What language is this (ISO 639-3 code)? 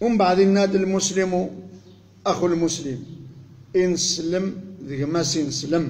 kab